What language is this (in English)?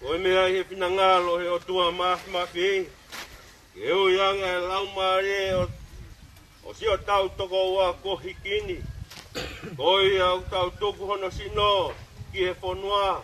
Tongan